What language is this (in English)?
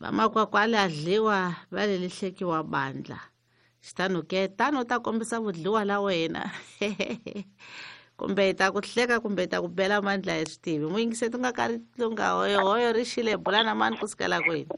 Tsonga